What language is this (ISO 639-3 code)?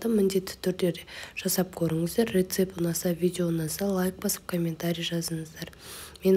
kaz